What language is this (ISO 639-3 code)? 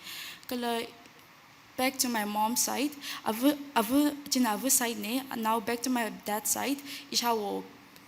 nmf